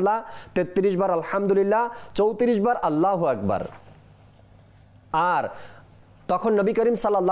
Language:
Bangla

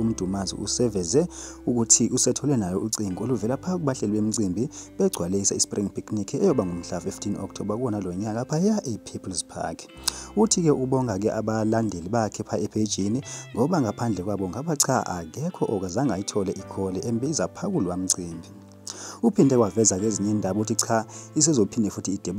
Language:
Zulu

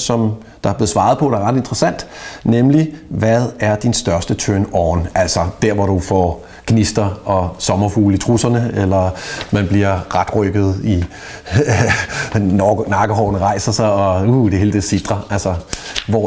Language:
Danish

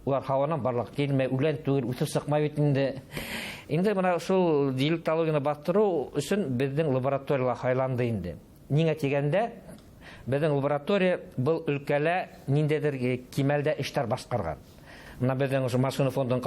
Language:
Bashkir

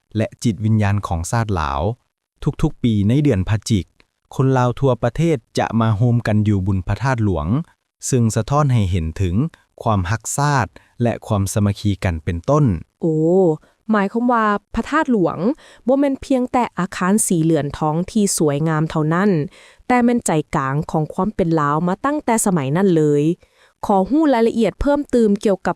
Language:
Lao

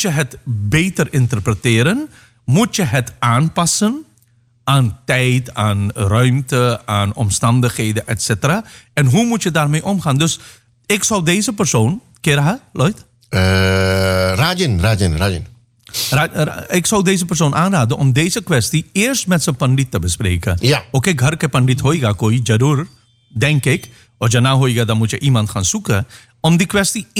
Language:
Dutch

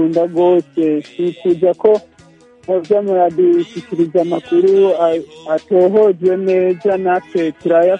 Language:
Kinyarwanda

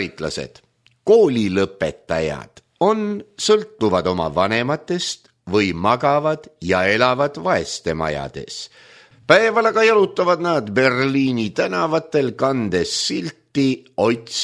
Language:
Estonian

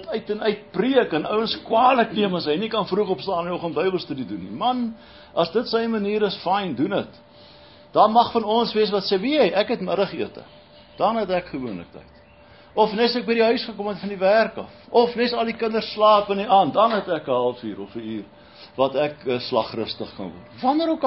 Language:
Afrikaans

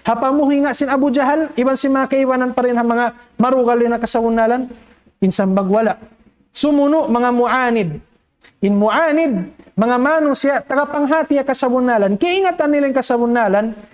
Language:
Tausug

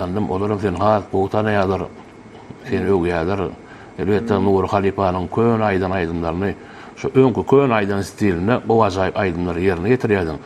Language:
Turkmen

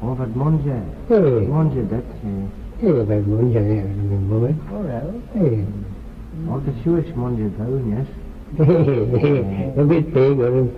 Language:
Manx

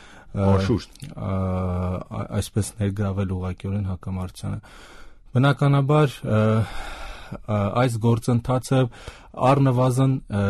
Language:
Armenian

